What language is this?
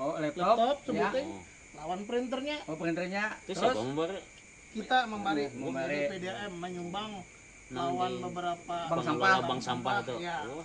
Banjar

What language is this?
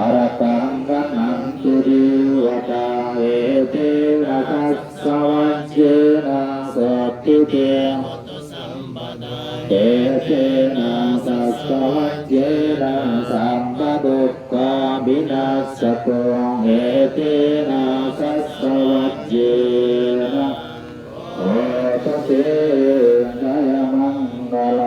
Pali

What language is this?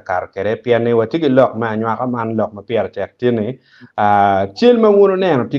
Acoli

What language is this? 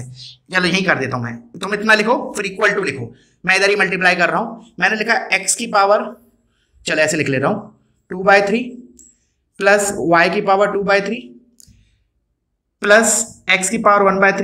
Hindi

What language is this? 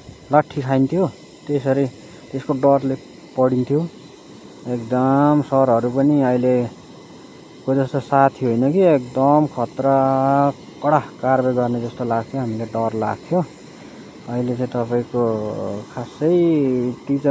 Nepali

